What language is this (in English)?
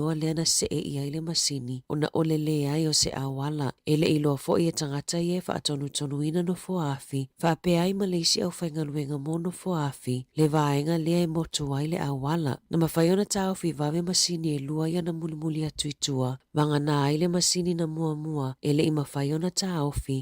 Samoan